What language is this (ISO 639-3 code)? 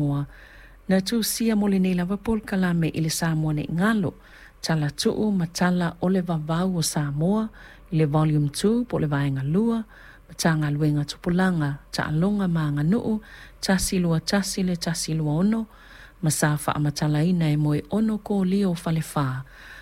smo